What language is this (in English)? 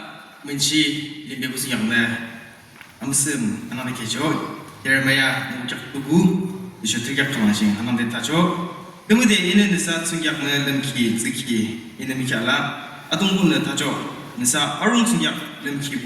Yimchungru Naga